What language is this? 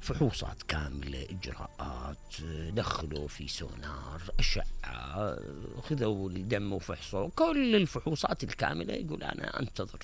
Mesopotamian Arabic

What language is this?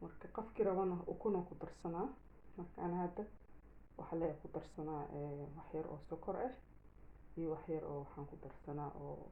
Somali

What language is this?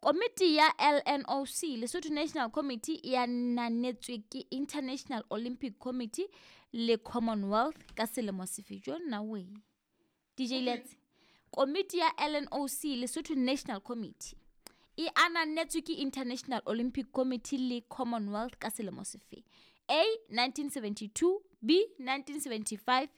Southern Sotho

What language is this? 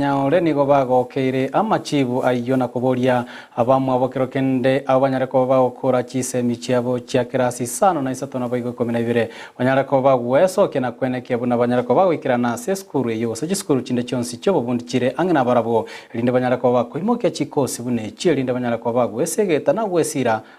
Gusii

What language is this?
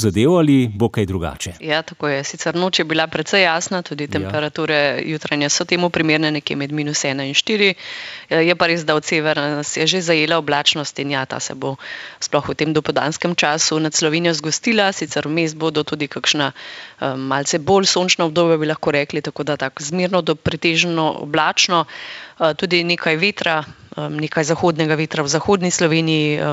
Slovenian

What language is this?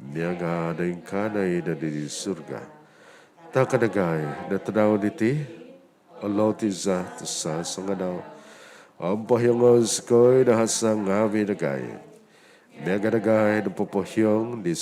Central Dusun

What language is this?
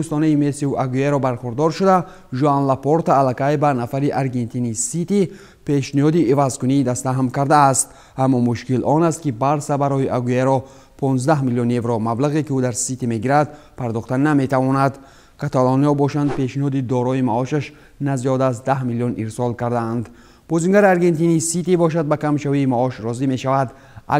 Tajik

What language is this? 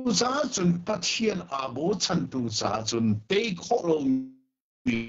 Hakha Chin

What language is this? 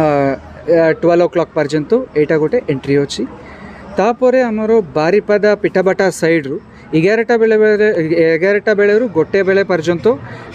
Santali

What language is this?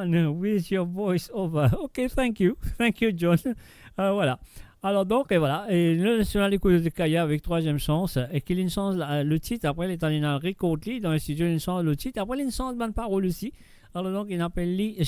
Morisyen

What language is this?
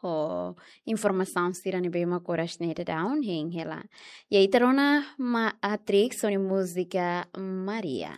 Tetum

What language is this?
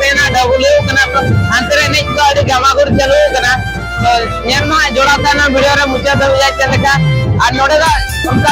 Santali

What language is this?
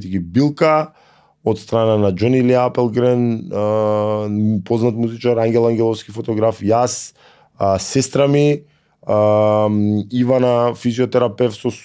Macedonian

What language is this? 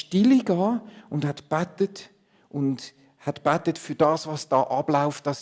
Swiss German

